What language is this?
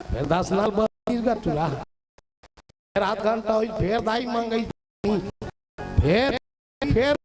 Chhattisgarhi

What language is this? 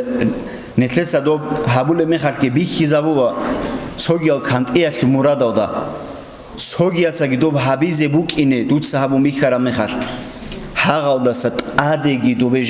Avaric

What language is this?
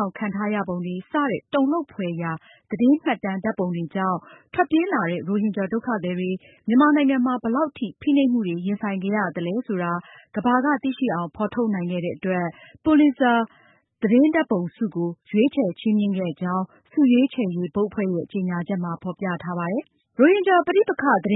Burmese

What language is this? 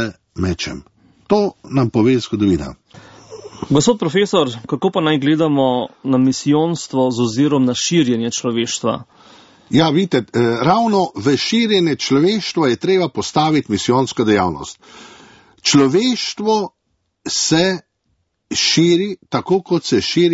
Slovenian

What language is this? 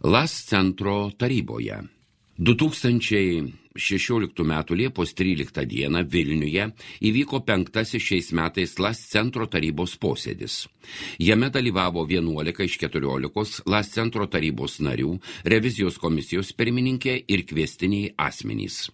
Lithuanian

